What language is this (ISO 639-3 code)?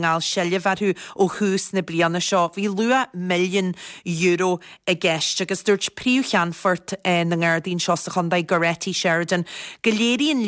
gle